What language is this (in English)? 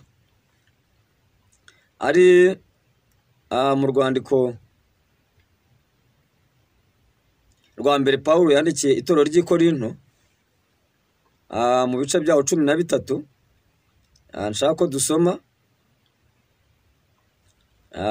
Kinyarwanda